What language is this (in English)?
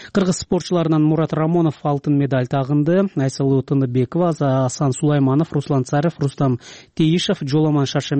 Kyrgyz